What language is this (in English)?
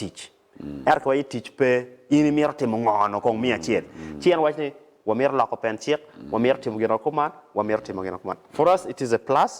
Acoli